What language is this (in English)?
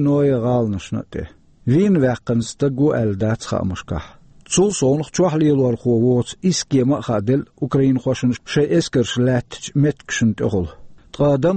Chechen